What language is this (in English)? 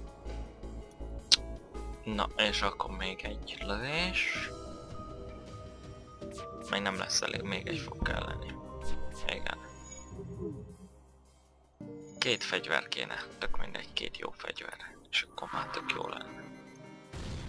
Hungarian